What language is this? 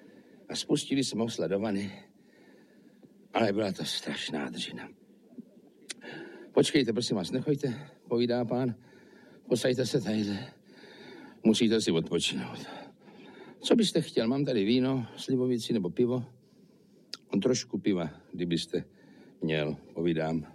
Czech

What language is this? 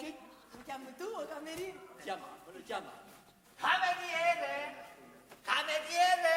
Neapolitan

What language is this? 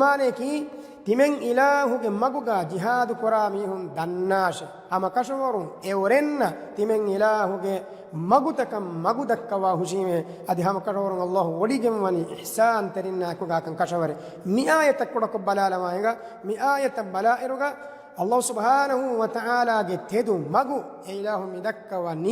Divehi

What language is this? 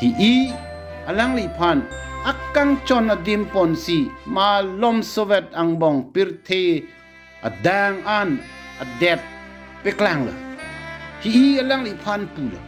Karbi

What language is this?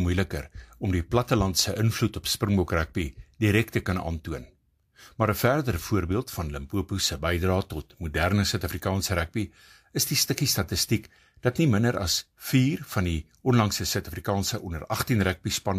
Afrikaans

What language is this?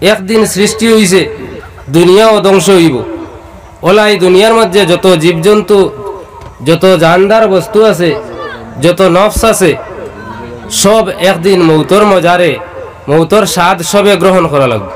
Sylheti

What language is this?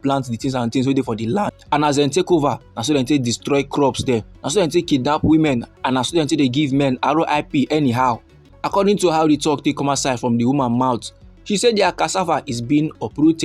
Nigerian Pidgin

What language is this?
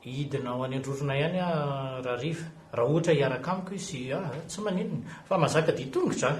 Malagasy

